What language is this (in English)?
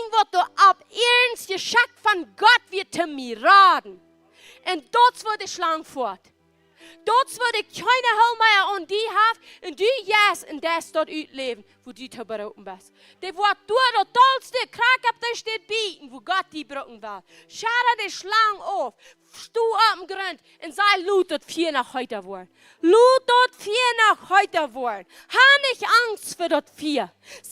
Plautdietsch